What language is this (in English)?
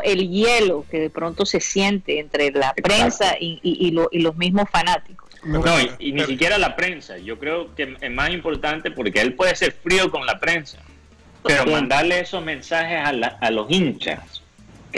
Spanish